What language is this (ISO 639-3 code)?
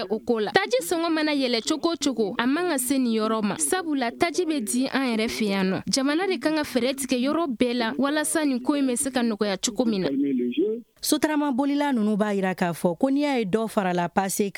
bam